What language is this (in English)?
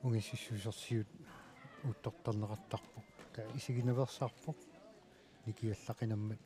Kalaallisut